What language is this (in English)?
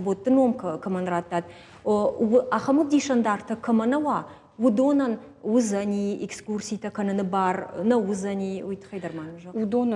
Ossetic